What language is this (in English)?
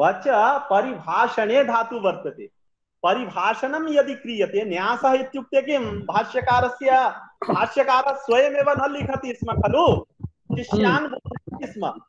Sanskrit